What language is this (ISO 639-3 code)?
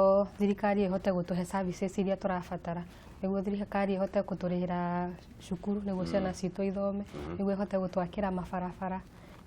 kik